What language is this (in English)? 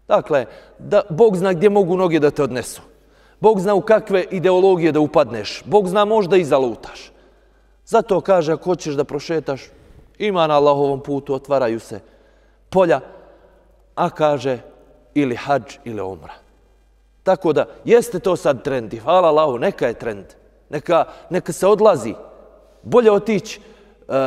Bosnian